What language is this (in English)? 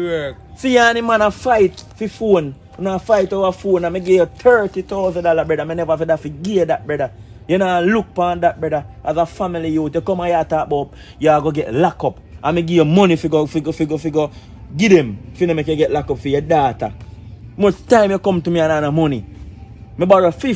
Jamaican Creole English